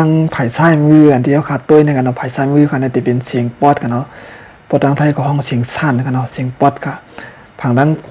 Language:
Shan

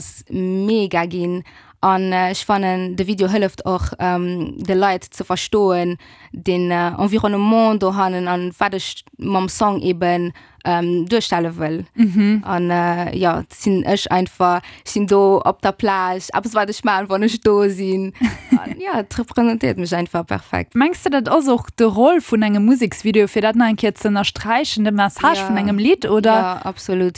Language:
Luxembourgish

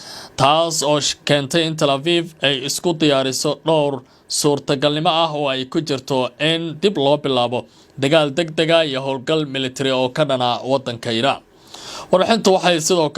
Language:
Somali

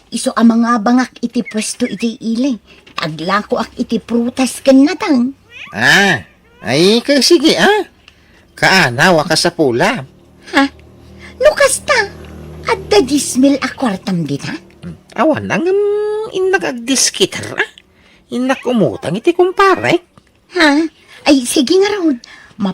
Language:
Iloko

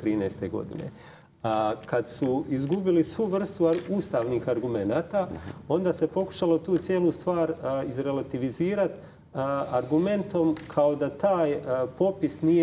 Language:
Croatian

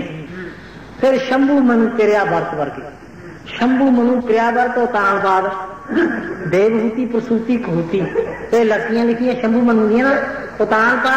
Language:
Punjabi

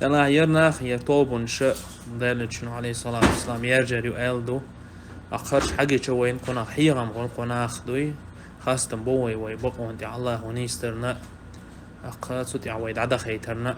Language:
Chechen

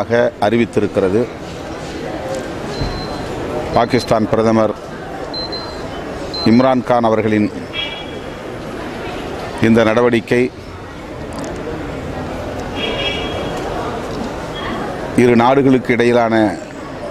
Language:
Tamil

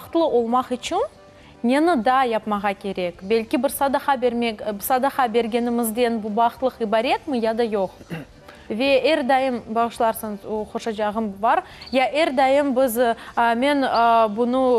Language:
Crimean Tatar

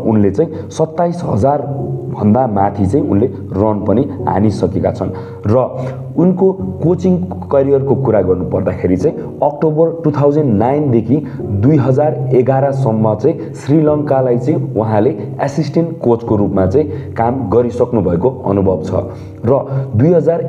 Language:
Nepali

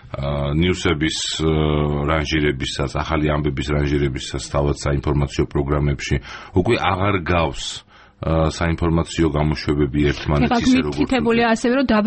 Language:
Georgian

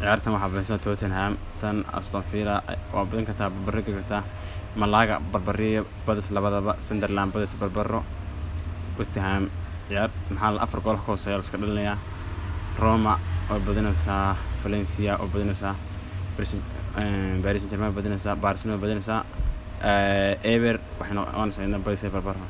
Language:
Somali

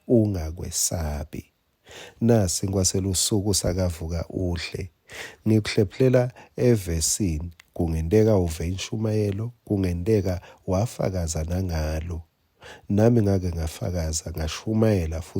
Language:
Swati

